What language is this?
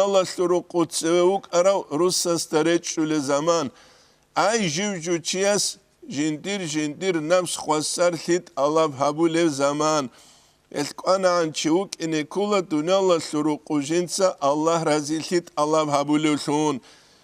Avaric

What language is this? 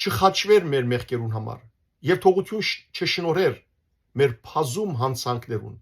Western Armenian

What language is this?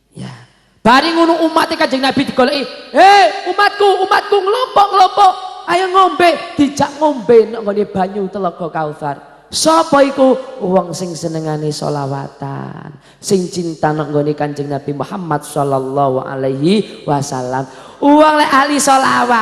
Javanese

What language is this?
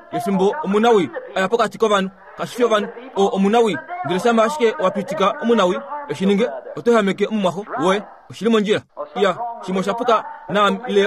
Kuanyama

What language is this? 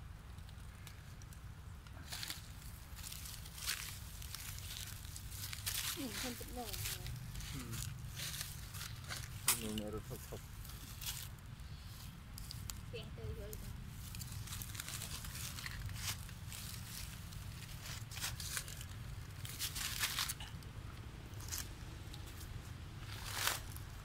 Vietnamese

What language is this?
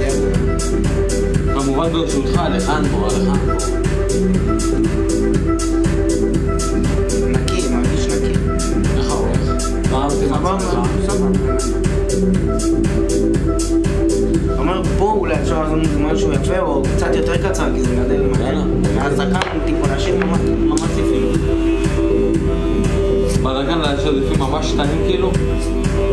Hebrew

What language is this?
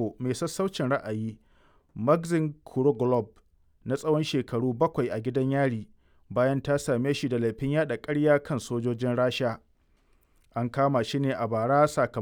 Hausa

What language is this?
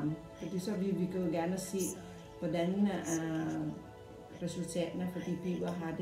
Danish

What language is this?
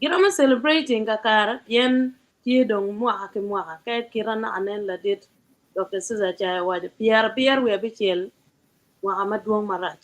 Acoli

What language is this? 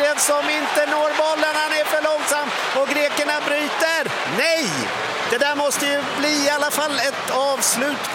Swedish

